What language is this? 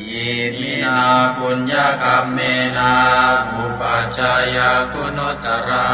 Pali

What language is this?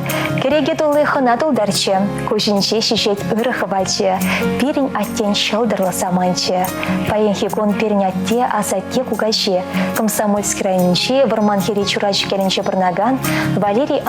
Chuvash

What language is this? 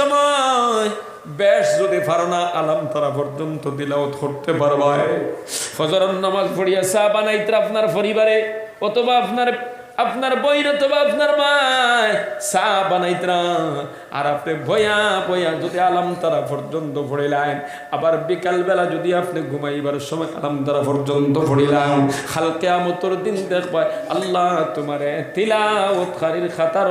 Sylheti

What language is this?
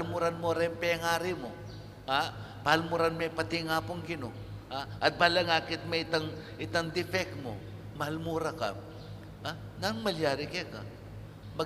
Pampanga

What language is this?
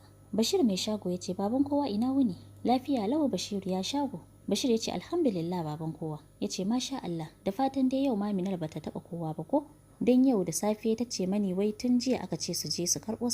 Hausa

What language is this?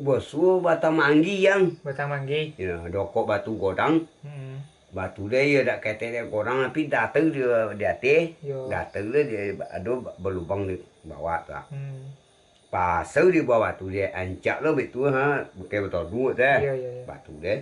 Minangkabau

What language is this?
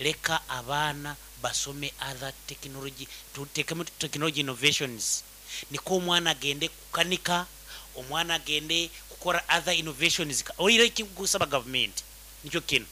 Nyoro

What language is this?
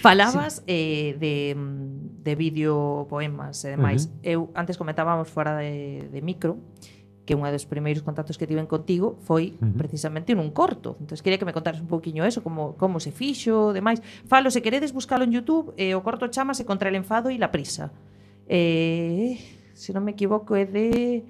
Galician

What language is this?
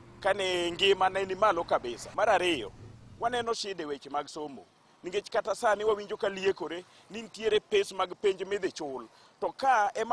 Luo (Kenya and Tanzania)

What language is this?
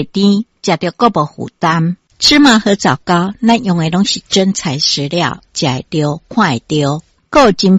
Min Nan Chinese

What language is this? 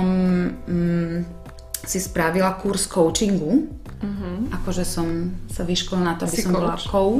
Slovak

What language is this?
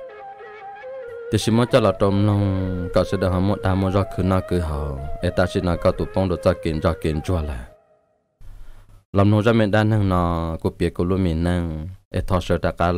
Vietnamese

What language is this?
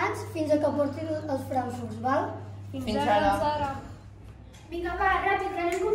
Catalan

